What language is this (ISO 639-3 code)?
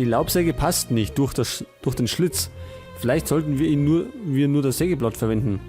bar